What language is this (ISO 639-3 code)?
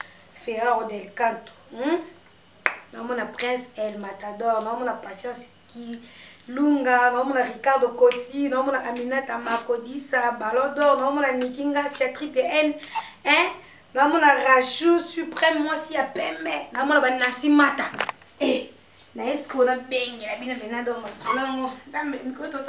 lin